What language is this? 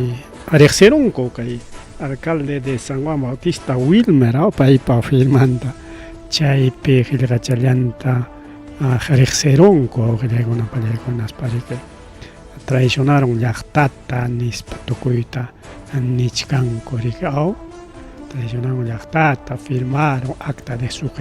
Ayacucho Quechua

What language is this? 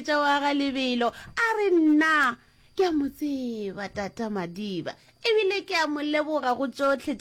Northern Sotho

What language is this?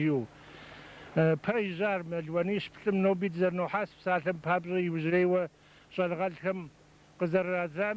Kabardian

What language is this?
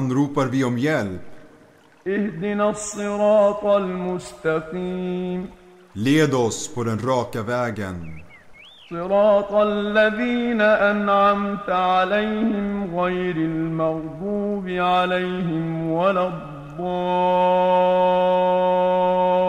Swedish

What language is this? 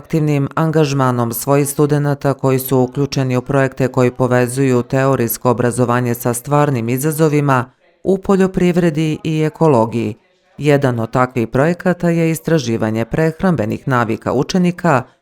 Bosnian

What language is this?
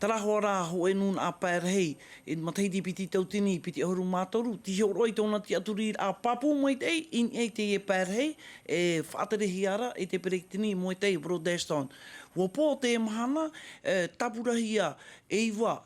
Tahitian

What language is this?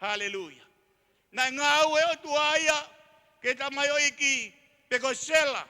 Tongan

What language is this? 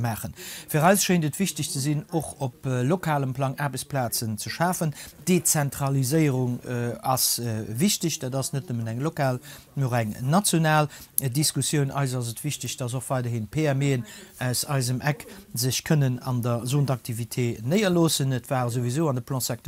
Luxembourgish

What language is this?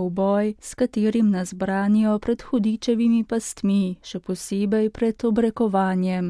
Slovenian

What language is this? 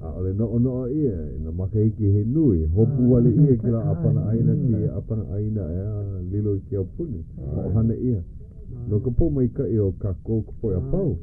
Hawaiian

